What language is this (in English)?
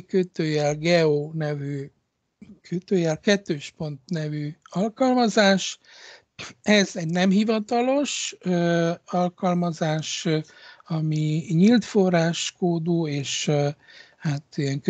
Hungarian